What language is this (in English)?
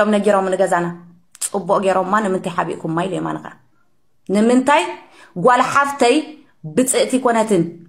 Tigrinya